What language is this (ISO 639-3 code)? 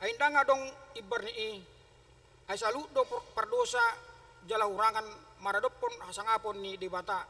bbc